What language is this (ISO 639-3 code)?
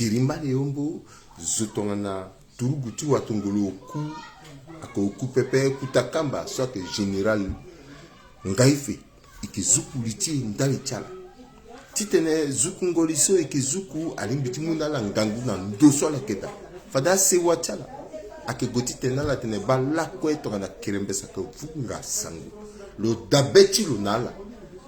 sag